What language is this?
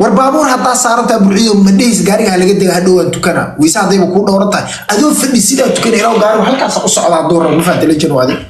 Somali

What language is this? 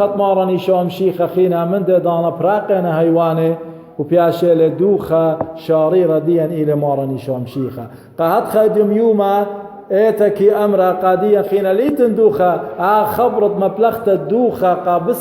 Assyrian Neo-Aramaic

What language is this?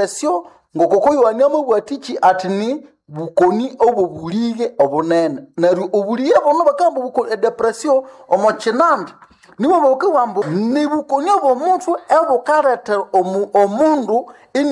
Nande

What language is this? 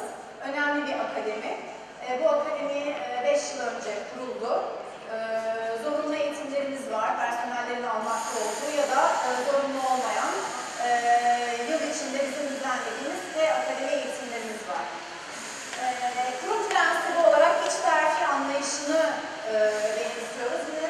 Turkish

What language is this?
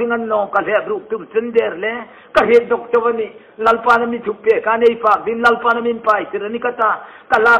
Hmar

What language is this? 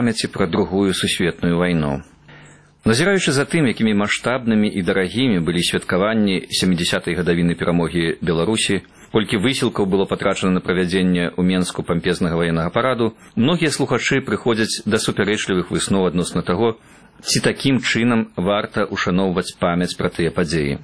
Belarusian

